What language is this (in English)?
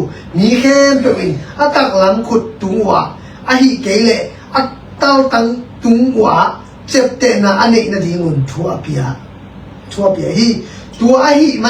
Tedim Chin